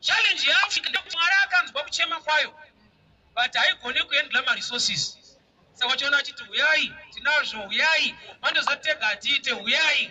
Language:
Shona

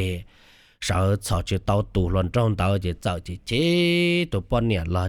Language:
Hmong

